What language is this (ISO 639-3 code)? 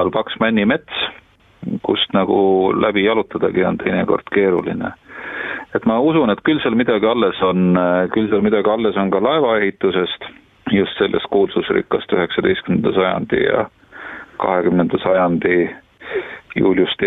est